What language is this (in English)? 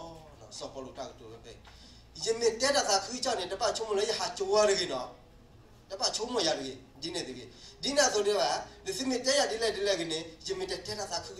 S'gaw Karen